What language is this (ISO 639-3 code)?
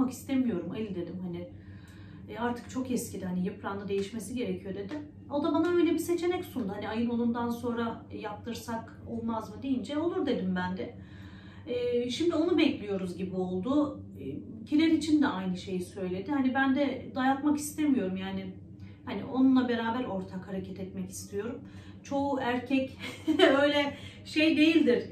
tur